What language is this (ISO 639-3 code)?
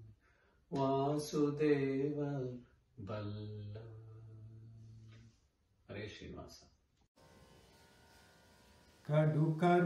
kan